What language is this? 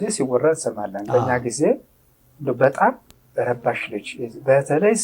Amharic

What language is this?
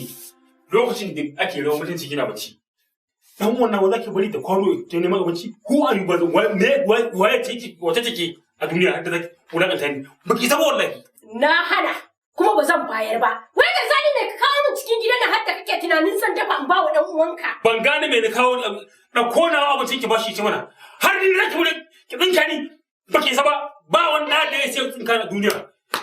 Hausa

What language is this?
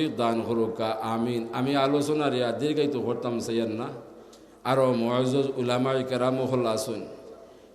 Sylheti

